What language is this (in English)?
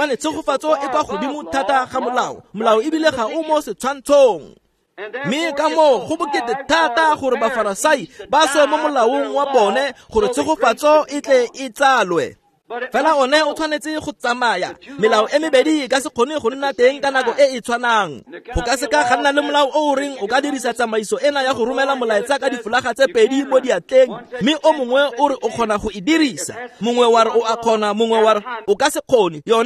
Tswana